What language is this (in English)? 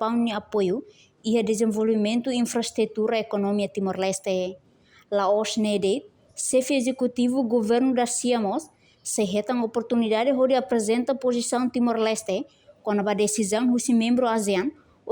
Tetum